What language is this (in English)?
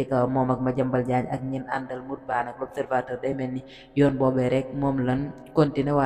Wolof